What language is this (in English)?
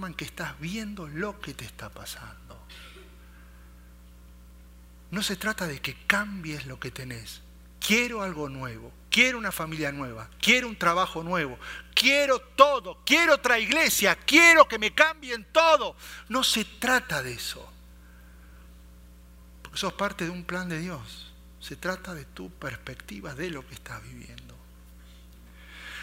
Spanish